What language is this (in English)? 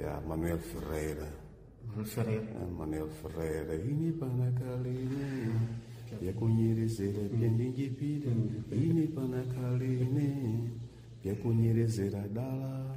Sena